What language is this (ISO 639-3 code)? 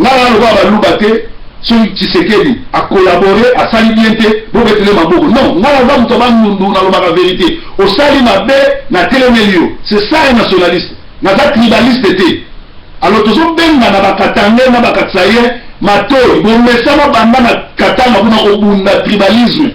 lin